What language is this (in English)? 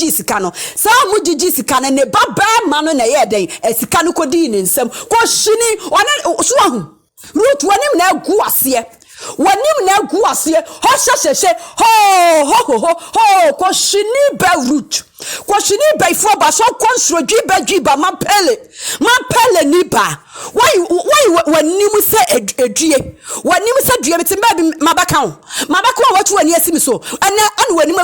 Akan